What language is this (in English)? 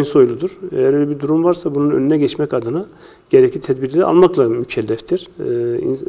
Turkish